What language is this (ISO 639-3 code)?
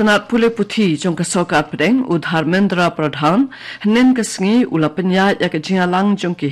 kha